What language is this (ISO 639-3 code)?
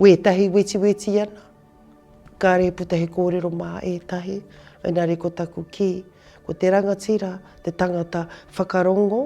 mri